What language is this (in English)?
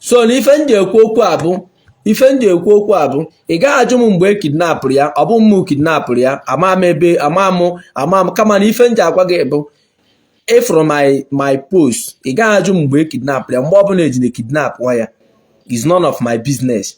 Igbo